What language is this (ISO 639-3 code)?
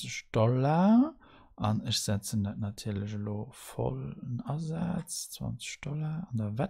ltz